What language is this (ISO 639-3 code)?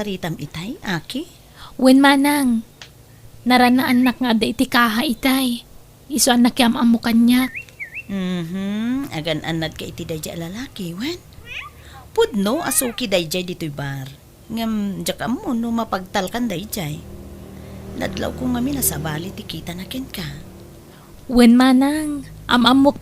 ilo